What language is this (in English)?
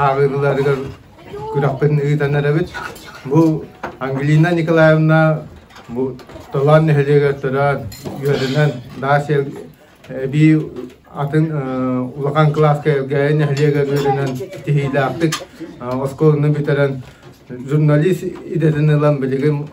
Yakut